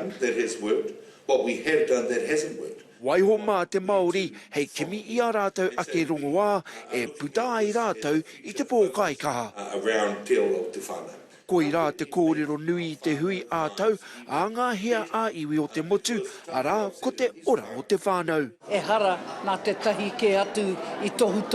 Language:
Māori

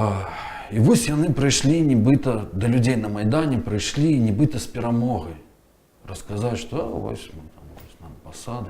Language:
Belarusian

